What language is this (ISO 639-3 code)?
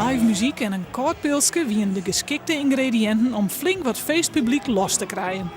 fry